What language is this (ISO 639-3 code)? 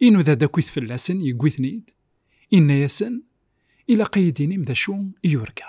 kab